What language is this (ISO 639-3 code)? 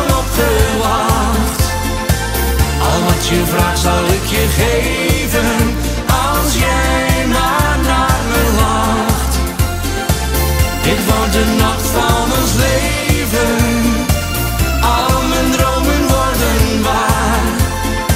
nld